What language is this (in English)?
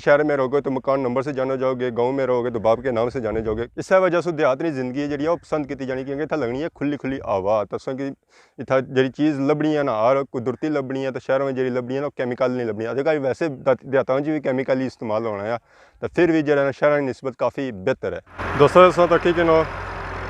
Pahari-Potwari